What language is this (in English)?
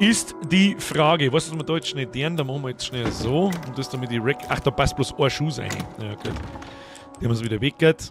Bavarian